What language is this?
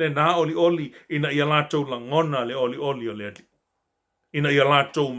Samoan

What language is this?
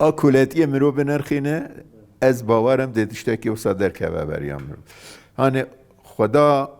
Kurdish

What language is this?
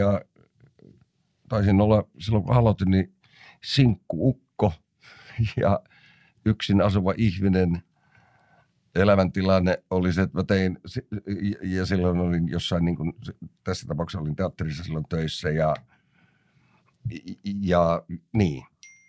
Finnish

